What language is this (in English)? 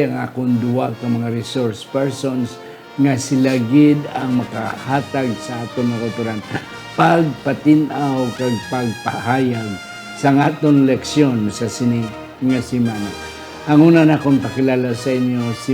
Hiligaynon